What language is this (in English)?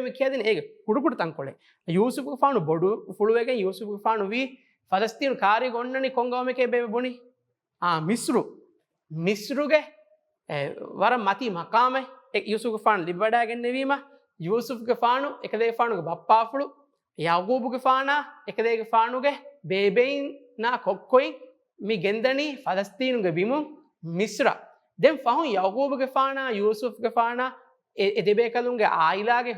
Divehi